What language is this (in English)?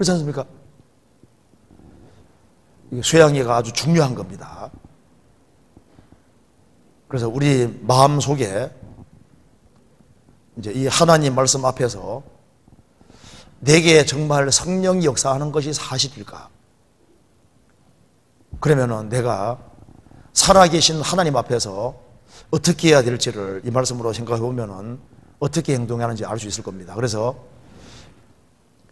Korean